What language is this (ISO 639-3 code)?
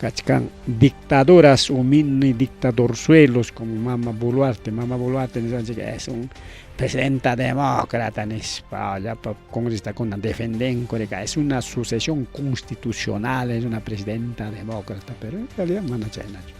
quy